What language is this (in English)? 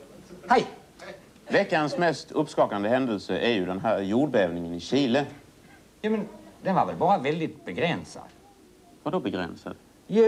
Swedish